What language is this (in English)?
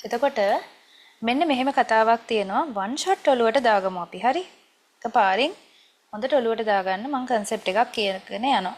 Sinhala